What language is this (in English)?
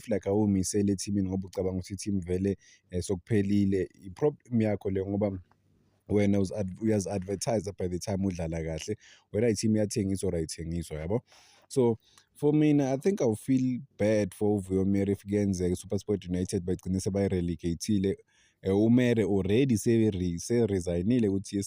Zulu